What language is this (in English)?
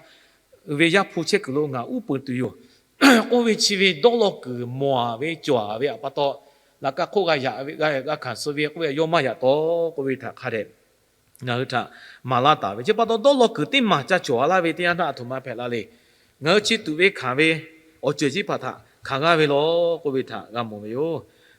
Lahu